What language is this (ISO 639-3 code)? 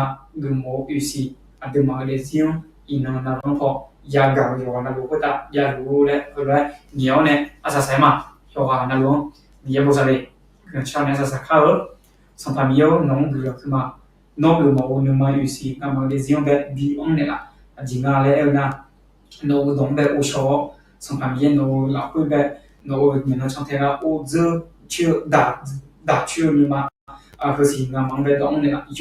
ahk